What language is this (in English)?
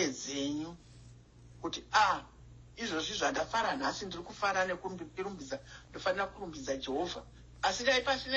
Shona